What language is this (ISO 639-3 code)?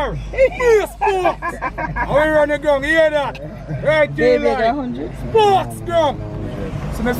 jam